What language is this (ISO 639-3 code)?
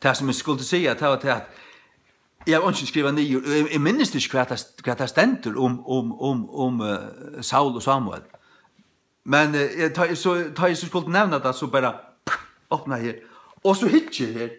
fao